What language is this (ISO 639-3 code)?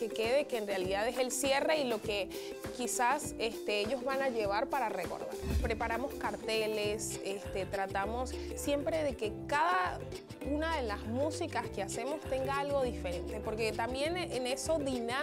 spa